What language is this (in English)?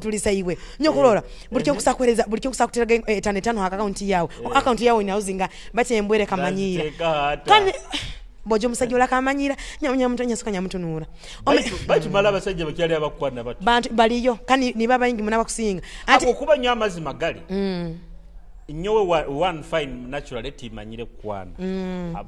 Nyoro